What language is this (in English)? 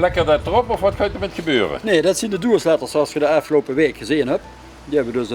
Limburgish